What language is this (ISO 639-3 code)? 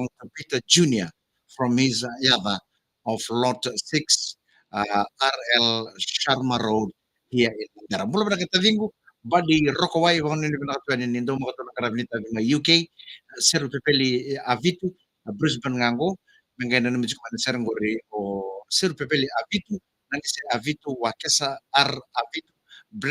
fij